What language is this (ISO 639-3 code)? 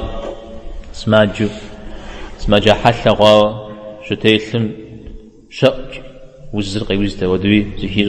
kbd